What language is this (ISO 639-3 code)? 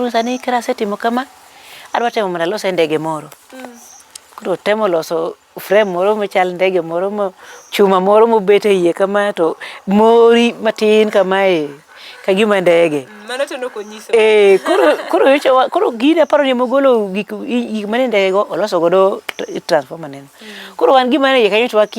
luo